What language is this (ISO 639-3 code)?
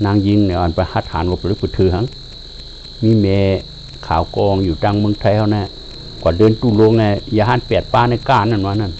shn